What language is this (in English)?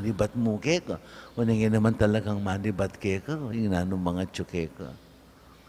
Pampanga